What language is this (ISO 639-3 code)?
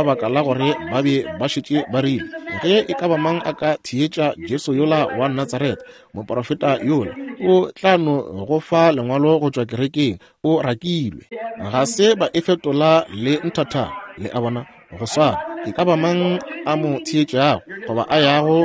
nso